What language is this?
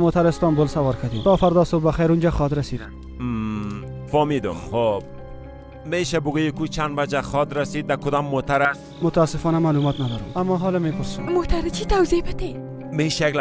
Persian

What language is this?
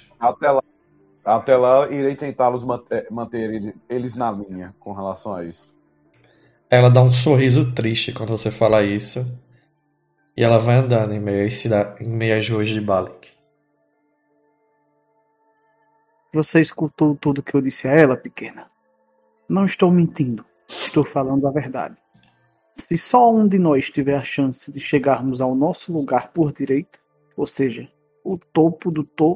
Portuguese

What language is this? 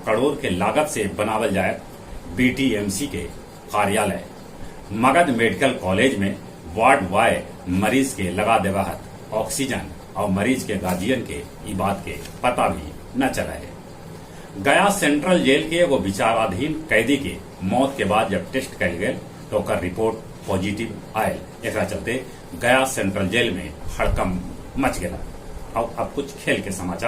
Magahi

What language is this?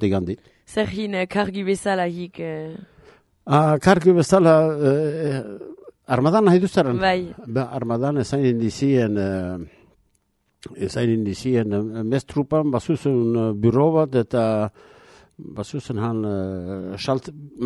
Basque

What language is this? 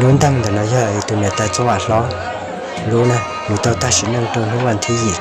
Hmong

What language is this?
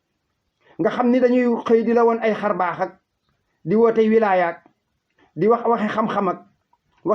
Wolof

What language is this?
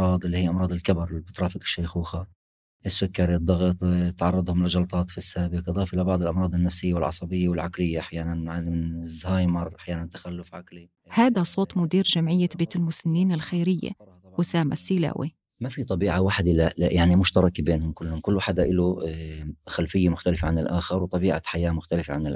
North Levantine Arabic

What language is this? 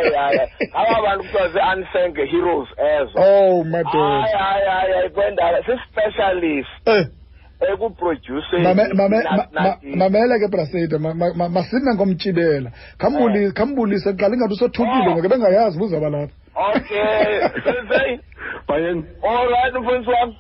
Xhosa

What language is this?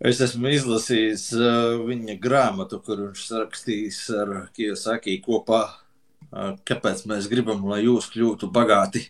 Latvian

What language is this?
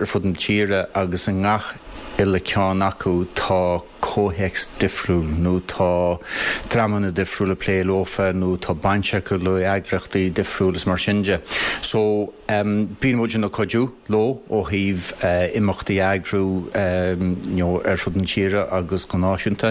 Irish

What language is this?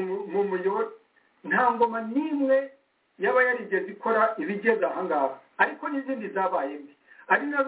Kinyarwanda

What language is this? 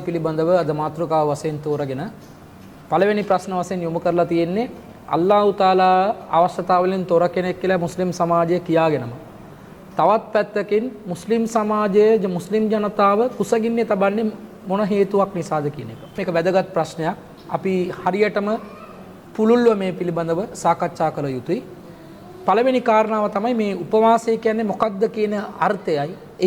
Sinhala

